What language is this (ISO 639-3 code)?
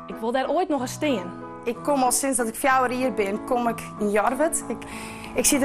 fry